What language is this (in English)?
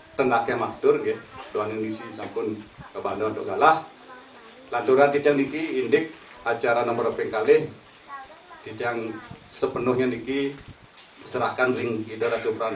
Balinese